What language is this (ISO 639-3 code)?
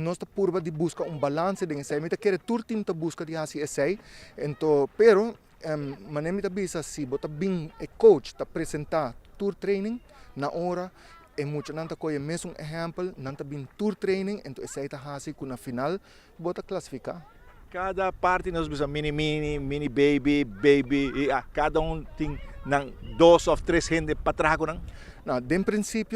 pap